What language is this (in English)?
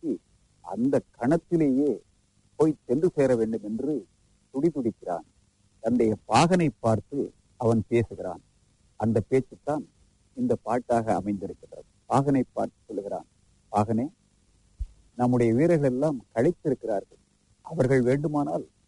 Tamil